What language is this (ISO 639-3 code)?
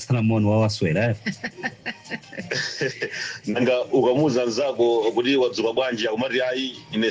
nya